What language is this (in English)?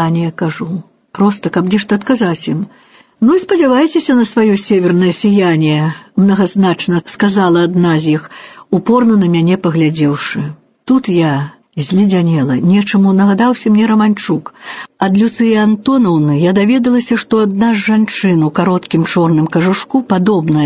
Belarusian